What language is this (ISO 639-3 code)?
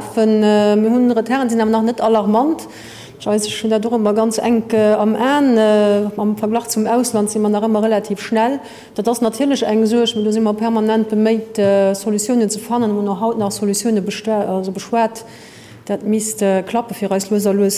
ltz